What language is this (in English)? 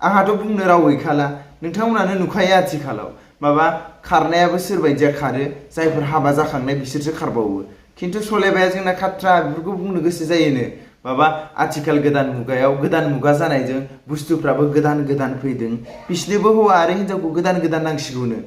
Bodo